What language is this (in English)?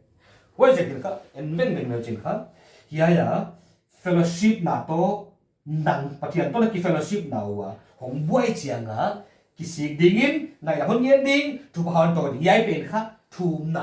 Paite Chin